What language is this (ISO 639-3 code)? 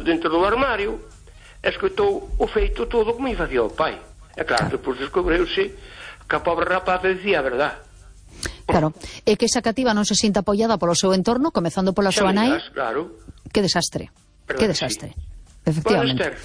glg